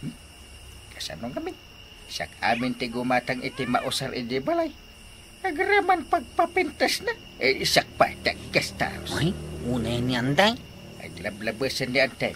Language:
Iloko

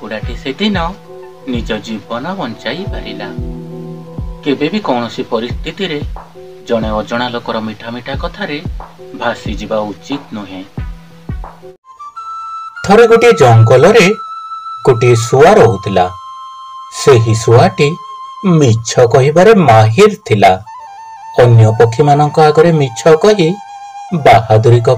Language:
Odia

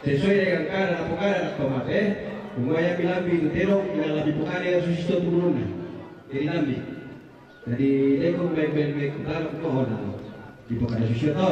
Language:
Toraja-Sa'dan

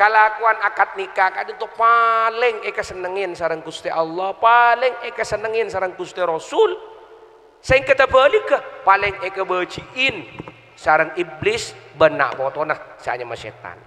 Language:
Madurese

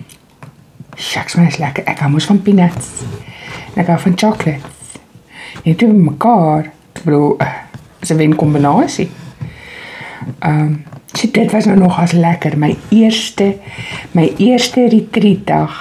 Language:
Afrikaans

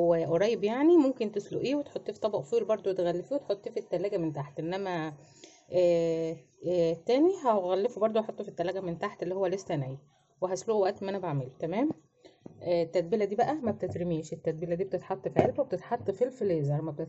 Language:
Egyptian Arabic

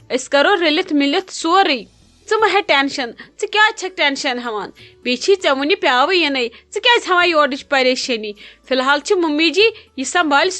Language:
Kashmiri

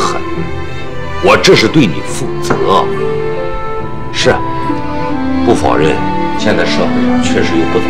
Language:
Chinese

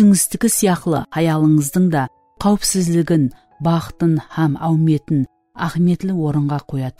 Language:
Kara-Kalpak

